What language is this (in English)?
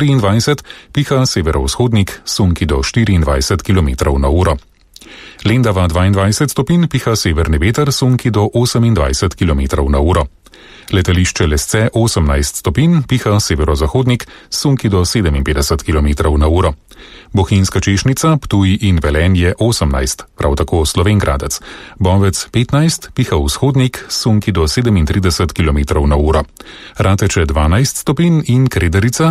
Slovenian